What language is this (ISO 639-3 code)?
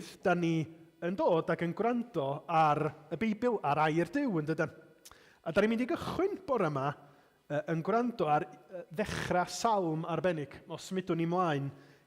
cym